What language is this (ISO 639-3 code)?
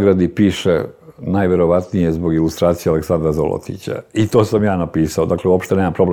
srp